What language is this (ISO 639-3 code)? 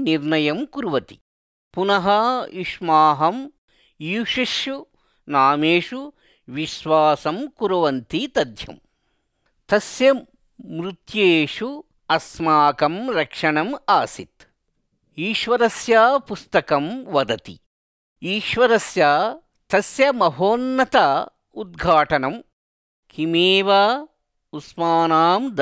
san